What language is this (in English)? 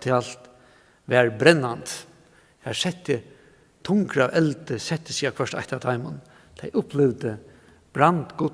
Faroese